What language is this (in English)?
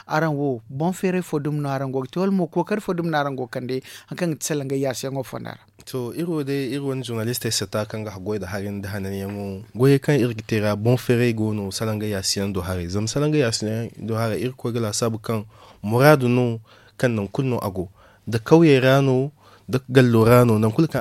Zarma